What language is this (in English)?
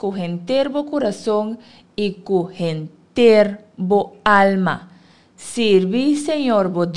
Papiamento